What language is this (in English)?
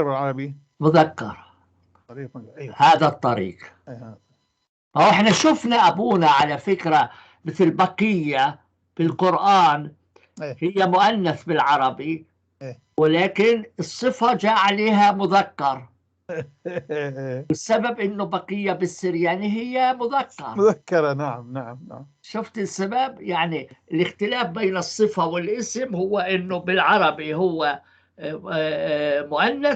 North Levantine Arabic